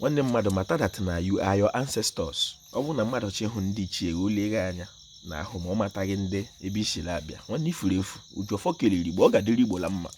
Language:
Igbo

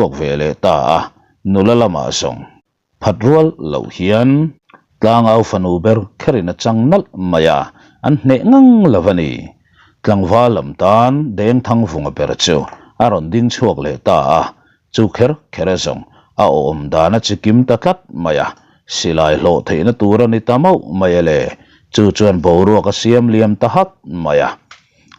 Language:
Mizo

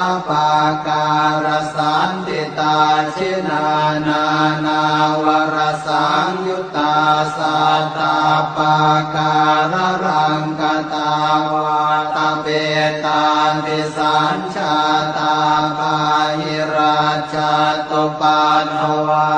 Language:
Pali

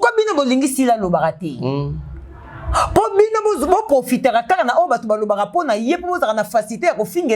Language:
Lingala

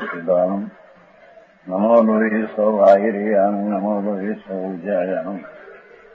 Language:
Gujarati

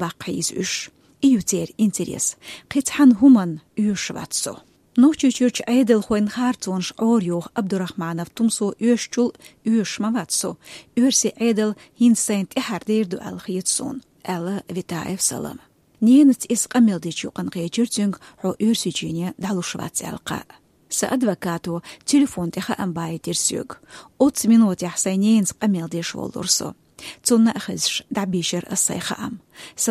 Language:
Chechen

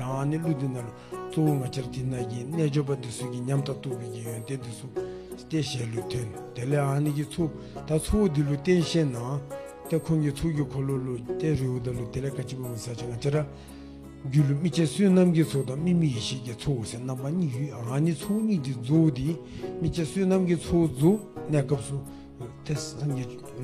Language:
Dzongkha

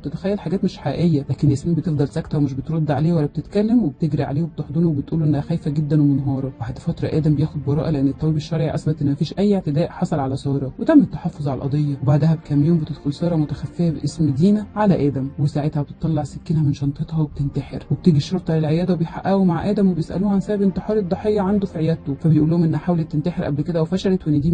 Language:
Egyptian Arabic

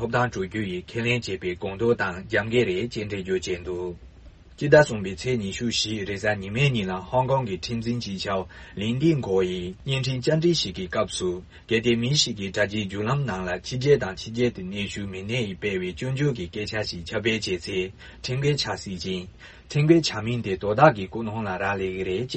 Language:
Tibetan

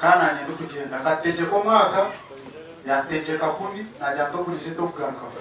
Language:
Nyankole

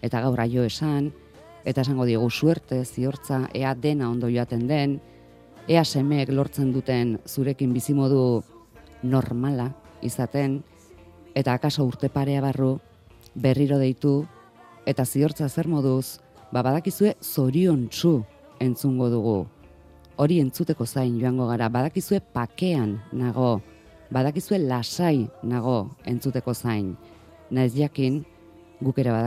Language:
Basque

